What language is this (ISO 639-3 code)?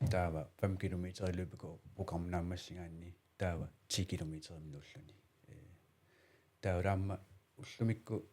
kal